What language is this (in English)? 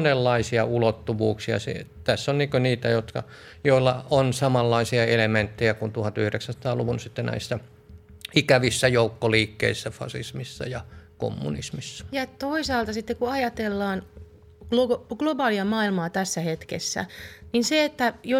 Finnish